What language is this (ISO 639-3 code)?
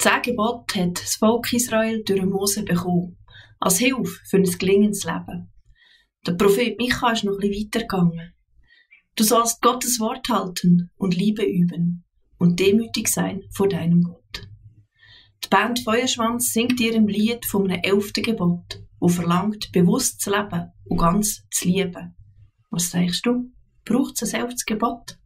gsw